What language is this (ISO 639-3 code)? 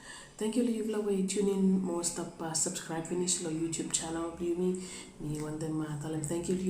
bis